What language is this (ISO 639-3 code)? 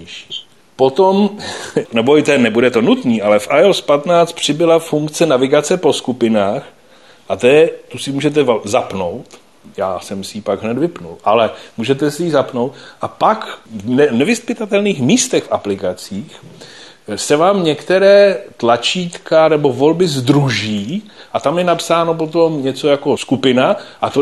ces